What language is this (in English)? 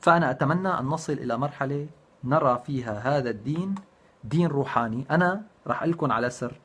North Levantine Arabic